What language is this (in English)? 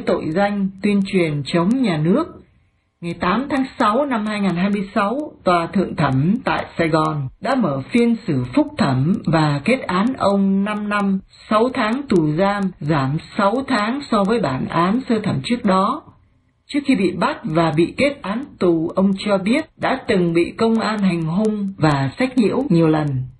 Vietnamese